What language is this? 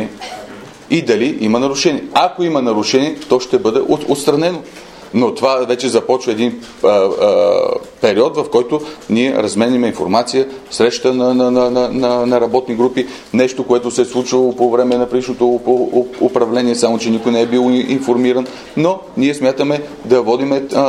Bulgarian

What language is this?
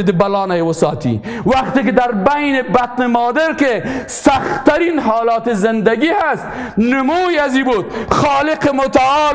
Persian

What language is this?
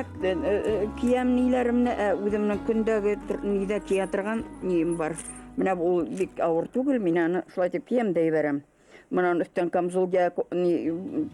Bashkir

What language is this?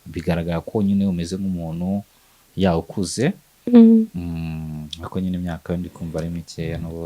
Kinyarwanda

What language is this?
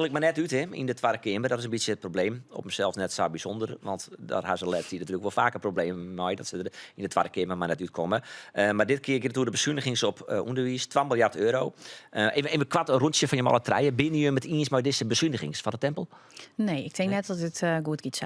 Western Frisian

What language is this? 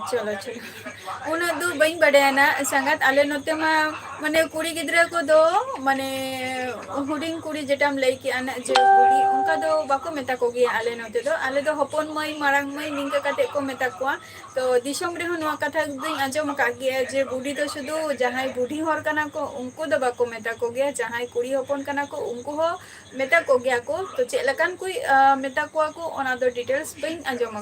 Santali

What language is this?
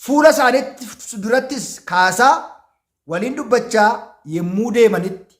Oromo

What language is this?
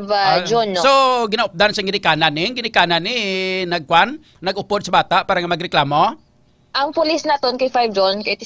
Hiligaynon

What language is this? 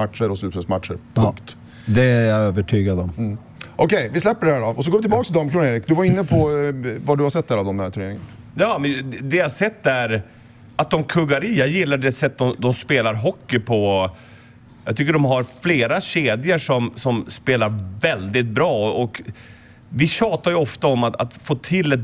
Swedish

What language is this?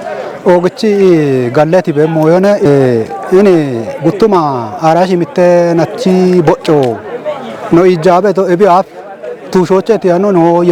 Kafa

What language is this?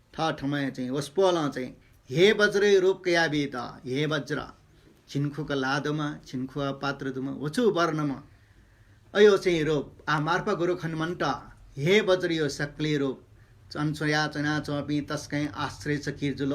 Newari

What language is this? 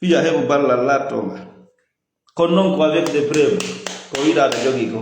Fula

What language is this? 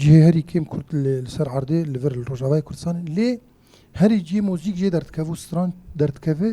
Kurdish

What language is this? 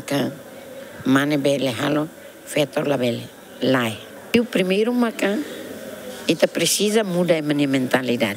Tetum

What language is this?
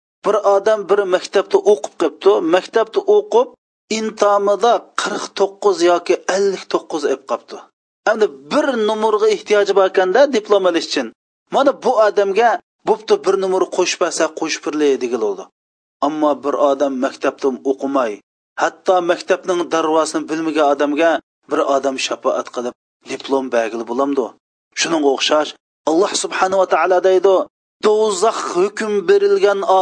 Uyghur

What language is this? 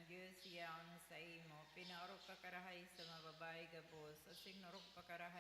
Bikol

